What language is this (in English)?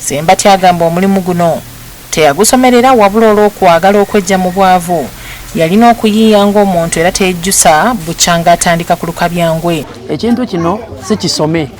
Ganda